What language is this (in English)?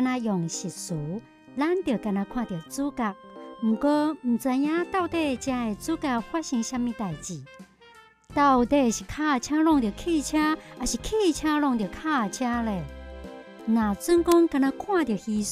Min Nan Chinese